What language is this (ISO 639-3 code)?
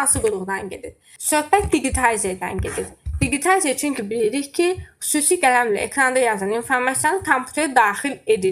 aze